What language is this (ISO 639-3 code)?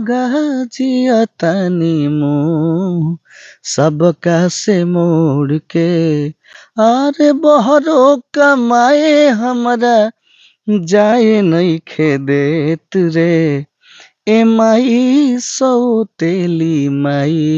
bho